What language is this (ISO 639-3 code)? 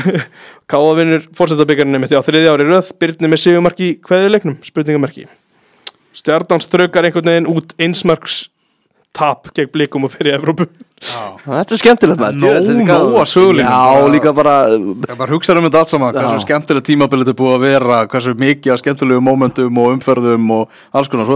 isl